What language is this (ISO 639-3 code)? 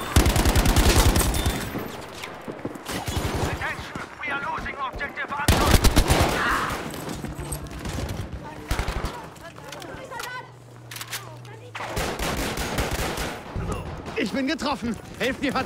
deu